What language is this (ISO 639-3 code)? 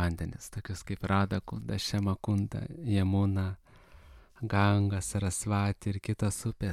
lit